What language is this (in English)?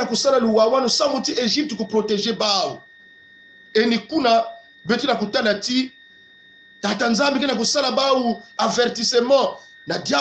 Kongo